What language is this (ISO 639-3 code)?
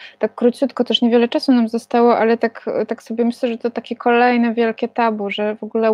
pol